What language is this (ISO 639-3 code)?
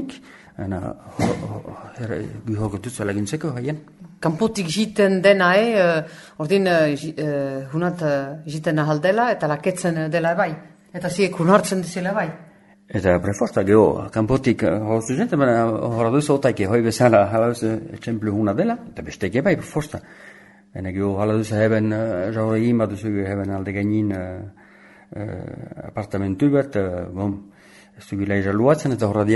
eus